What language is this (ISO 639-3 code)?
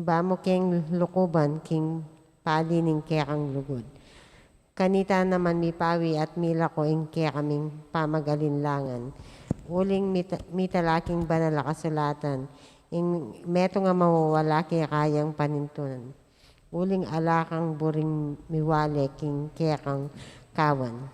pam